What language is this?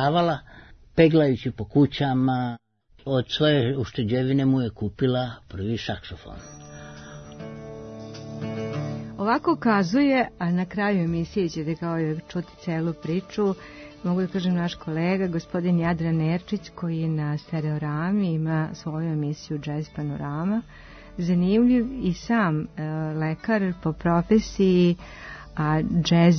Serbian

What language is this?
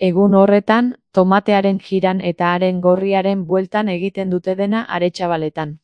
Basque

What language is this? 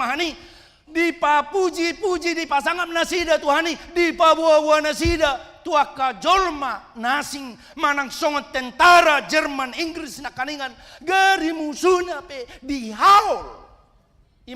Batak Toba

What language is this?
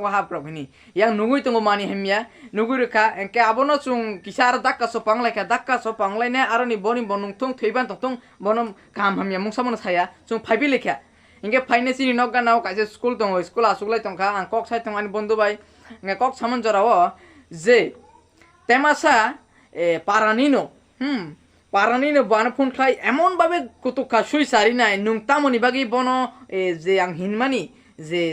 Kok Borok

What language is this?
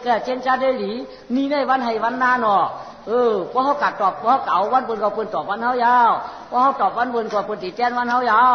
Shan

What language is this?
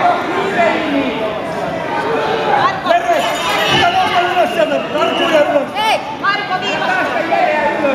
Finnish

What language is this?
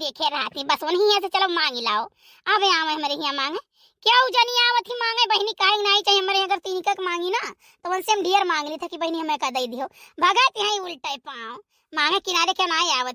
Awadhi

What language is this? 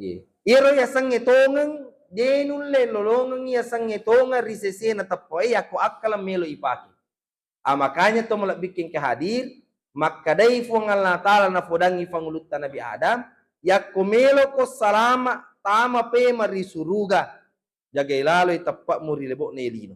Buginese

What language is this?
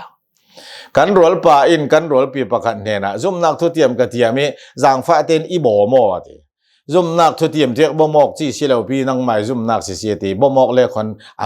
Hakha Chin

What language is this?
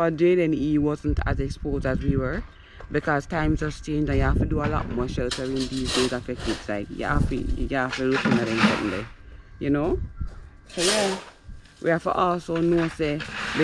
Jamaican Creole English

